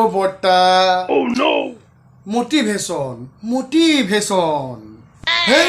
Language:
Assamese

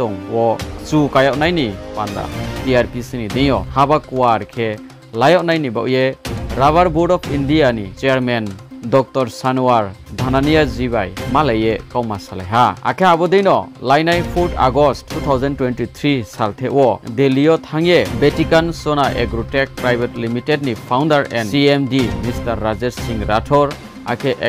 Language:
Riang (India)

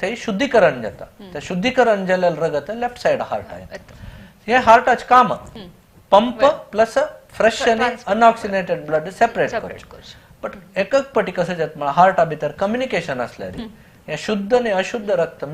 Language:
Konkani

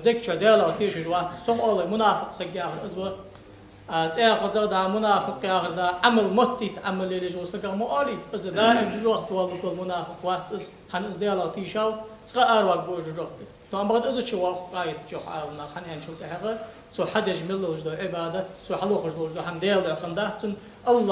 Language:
Ingush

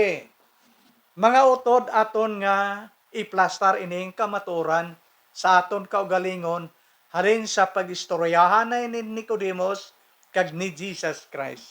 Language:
Hiligaynon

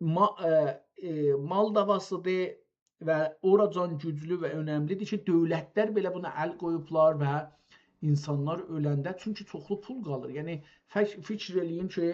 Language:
South Azerbaijani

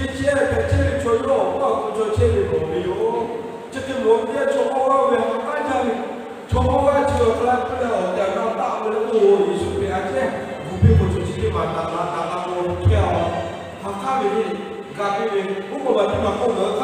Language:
Lahu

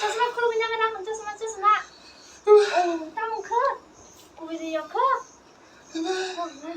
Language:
Kok Borok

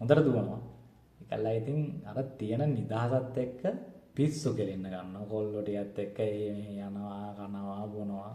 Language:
Sinhala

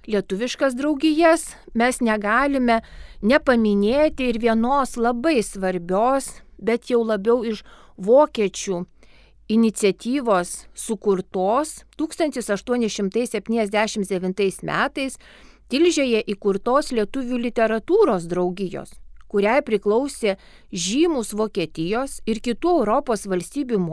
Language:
Lithuanian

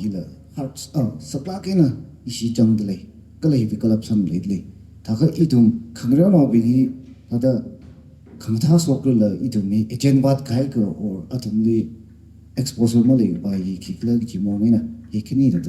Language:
Tangkhul Naga (India)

